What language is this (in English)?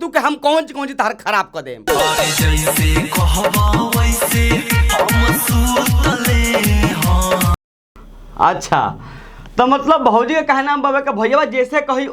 Bhojpuri